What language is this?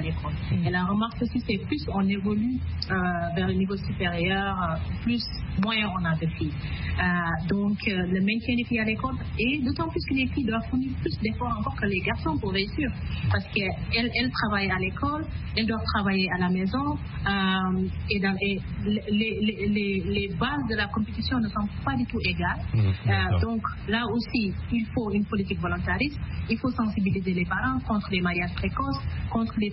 French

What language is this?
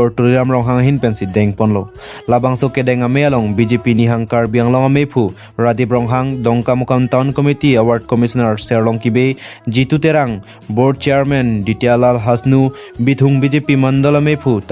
Karbi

